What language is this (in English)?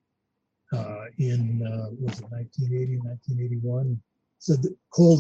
English